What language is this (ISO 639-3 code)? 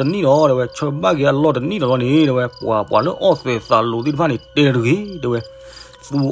ksw